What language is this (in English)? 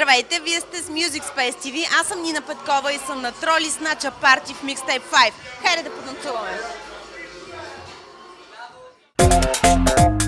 Bulgarian